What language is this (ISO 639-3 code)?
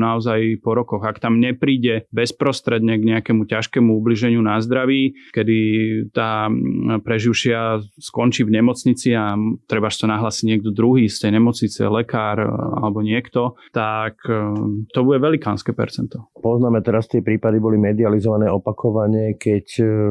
slk